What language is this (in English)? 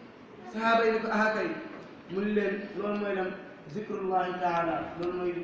Wolof